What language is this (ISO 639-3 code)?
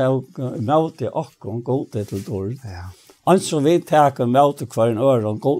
fao